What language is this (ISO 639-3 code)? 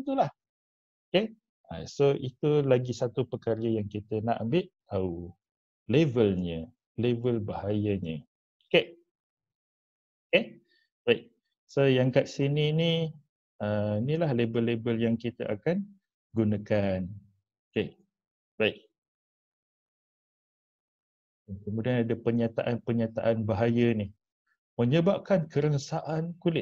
msa